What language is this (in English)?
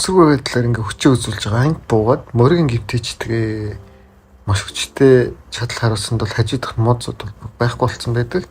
Mongolian